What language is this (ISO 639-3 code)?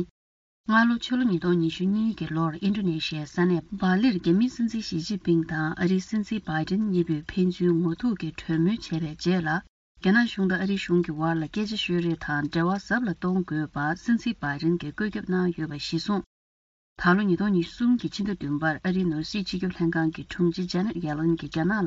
bod